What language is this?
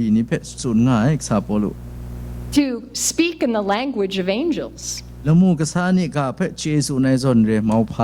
Kachin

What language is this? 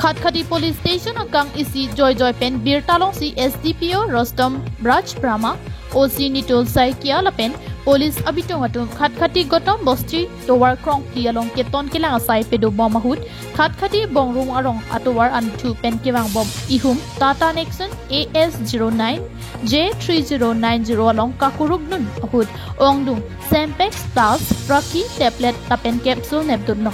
Karbi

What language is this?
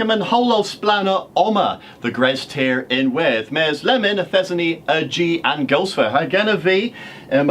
Cornish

